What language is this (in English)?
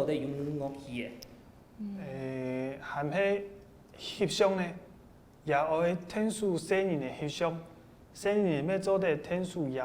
Hakka Chinese